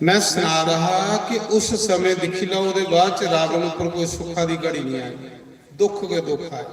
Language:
Dogri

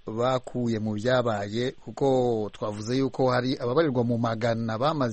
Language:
Kinyarwanda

